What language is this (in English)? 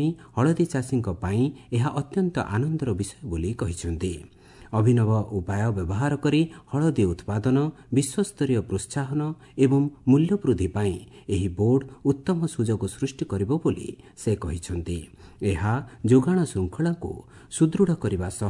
Odia